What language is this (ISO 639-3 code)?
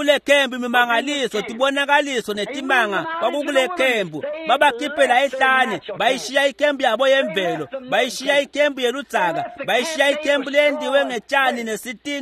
ssw